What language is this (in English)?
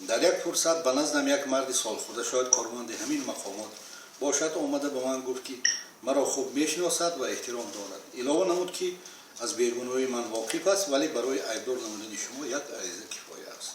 Tajik